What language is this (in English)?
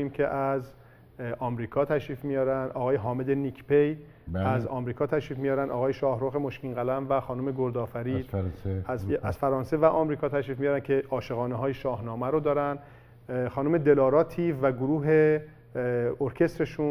Persian